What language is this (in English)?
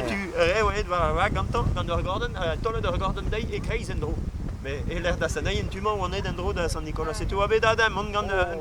Breton